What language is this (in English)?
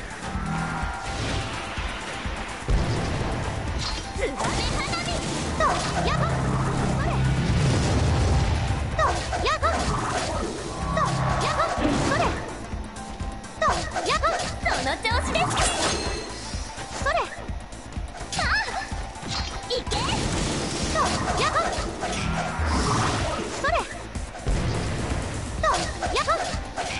Japanese